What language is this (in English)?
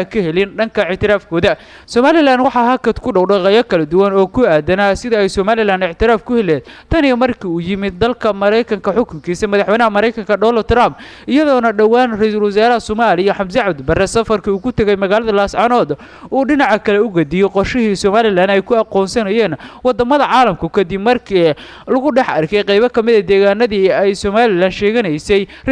Somali